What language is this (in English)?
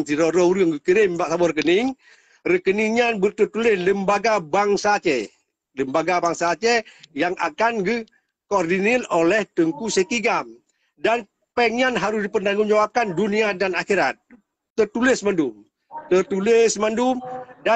Achinese